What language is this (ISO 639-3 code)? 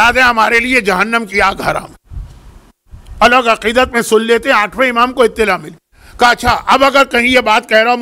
urd